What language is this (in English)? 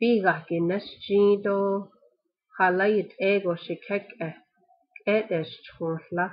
Navajo